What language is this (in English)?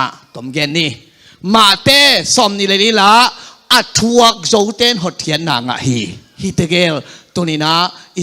Tedim Chin